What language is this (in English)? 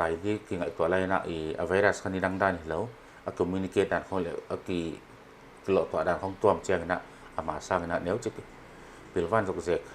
Paite Chin